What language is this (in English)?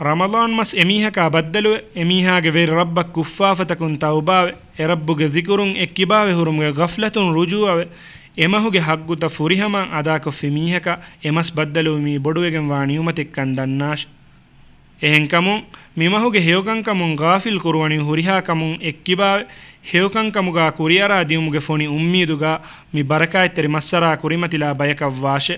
Divehi